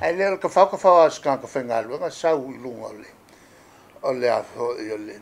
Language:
Samoan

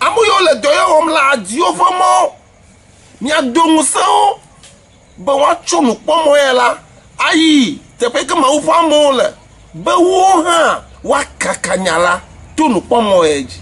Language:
Ewe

